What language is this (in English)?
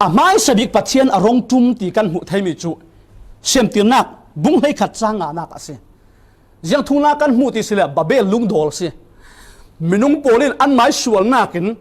Falam Chin